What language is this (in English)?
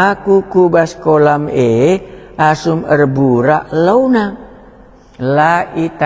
Batak Karo